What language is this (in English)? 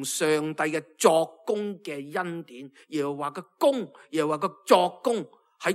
Cantonese